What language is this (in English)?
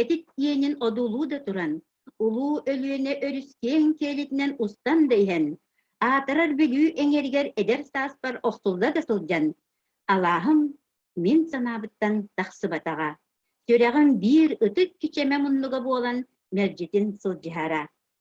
Yakut